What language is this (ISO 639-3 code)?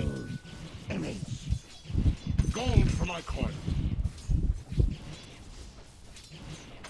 hun